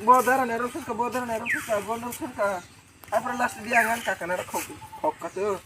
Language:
Kok Borok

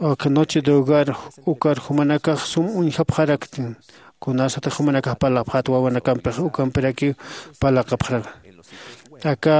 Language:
Aymara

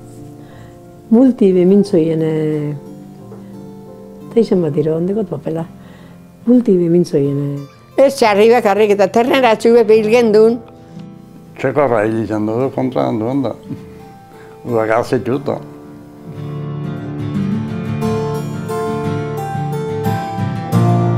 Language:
Basque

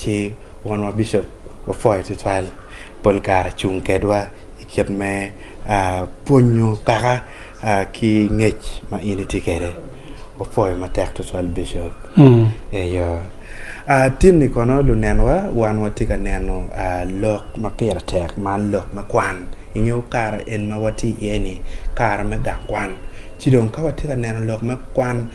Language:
Acoli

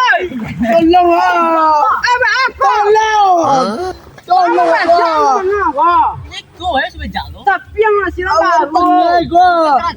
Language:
Minangkabau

